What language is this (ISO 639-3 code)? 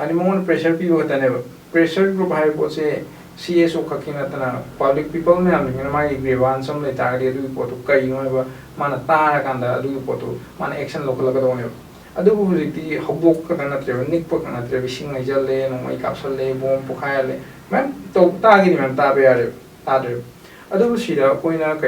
mni